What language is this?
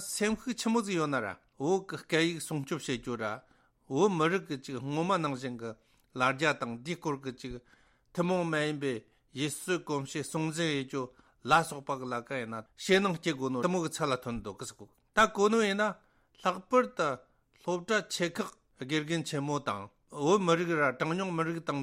Tibetan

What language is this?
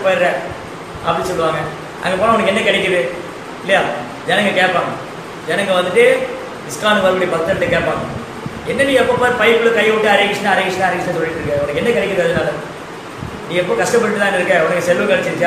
Tamil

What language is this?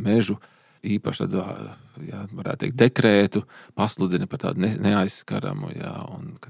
Latvian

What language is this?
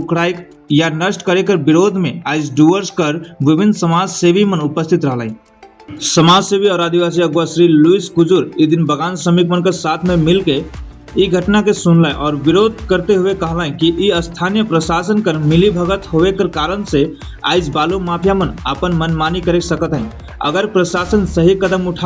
Sadri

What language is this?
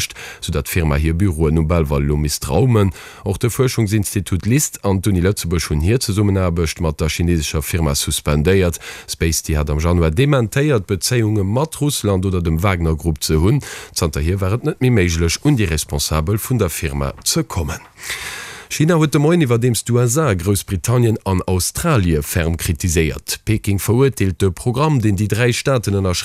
Luxembourgish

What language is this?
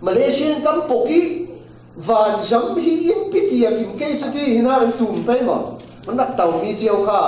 Falam Chin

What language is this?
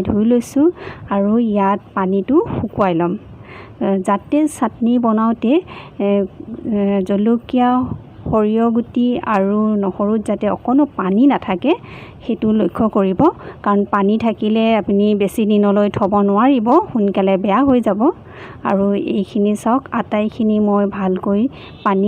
Assamese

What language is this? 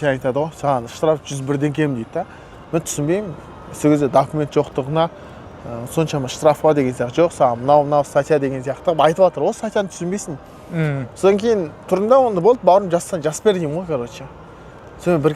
Kazakh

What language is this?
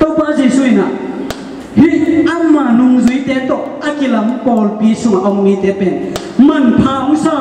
Tedim Chin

